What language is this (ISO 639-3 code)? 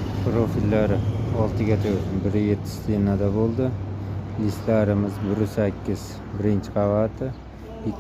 uzb